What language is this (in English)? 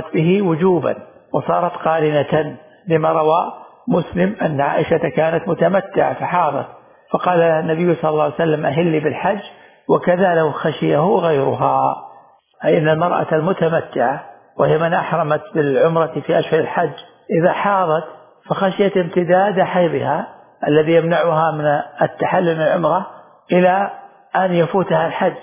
Arabic